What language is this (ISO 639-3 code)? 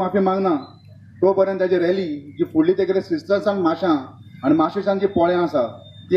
kok